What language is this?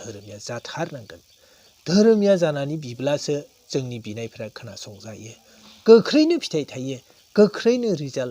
Bodo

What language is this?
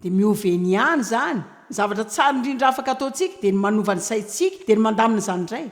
Malagasy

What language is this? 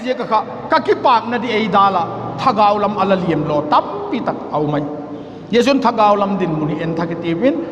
Vaiphei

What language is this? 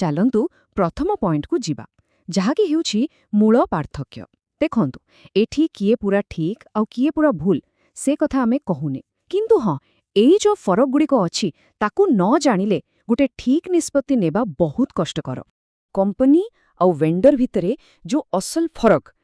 Odia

